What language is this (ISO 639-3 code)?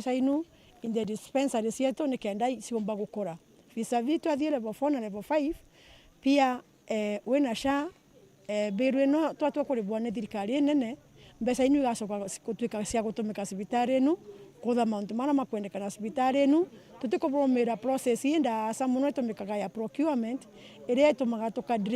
mer